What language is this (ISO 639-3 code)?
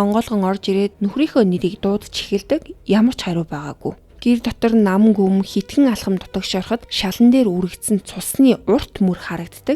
mon